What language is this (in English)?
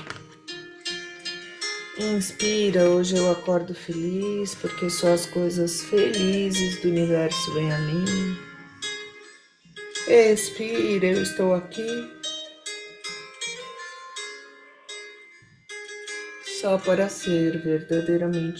Portuguese